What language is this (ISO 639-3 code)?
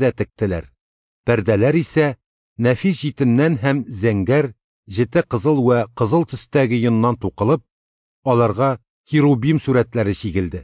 tat